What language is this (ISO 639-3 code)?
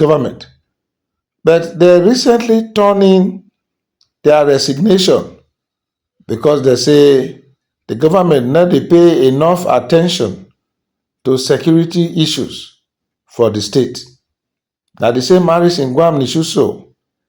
pcm